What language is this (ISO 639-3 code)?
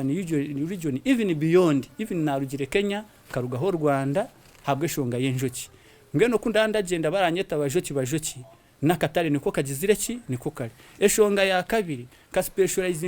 nyn